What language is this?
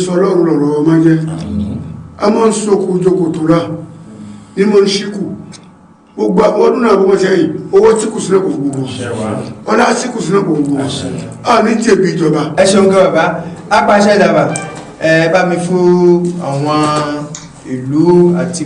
Yoruba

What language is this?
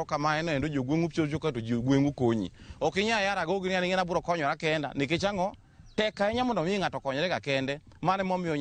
Luo (Kenya and Tanzania)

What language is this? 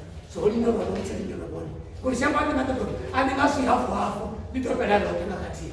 Venda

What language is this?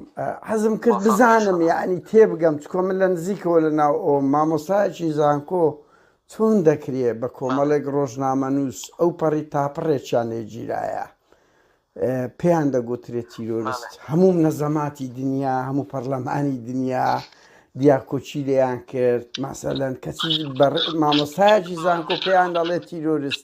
Central Kurdish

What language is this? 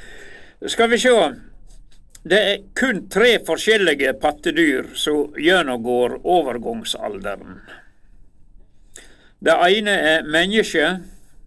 Norwegian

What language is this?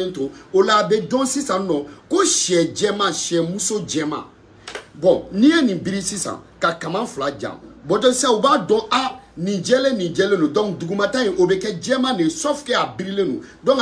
Bambara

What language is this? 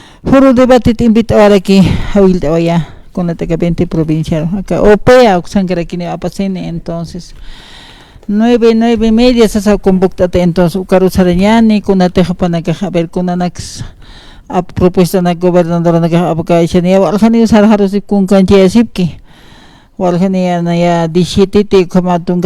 Aymara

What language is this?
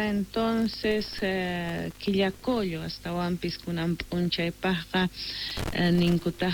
Quechua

